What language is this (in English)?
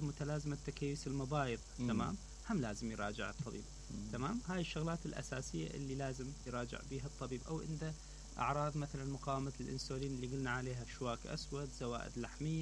Mesopotamian Arabic